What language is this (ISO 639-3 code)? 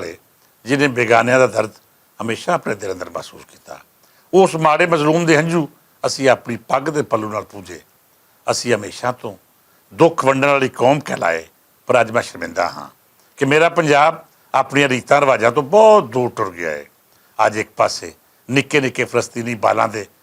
lah